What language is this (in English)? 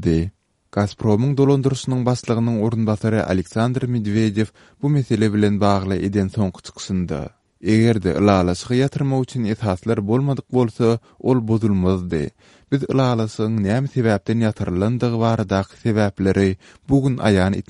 Turkmen